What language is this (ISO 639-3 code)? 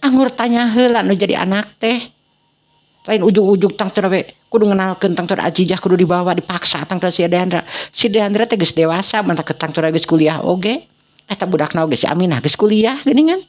sun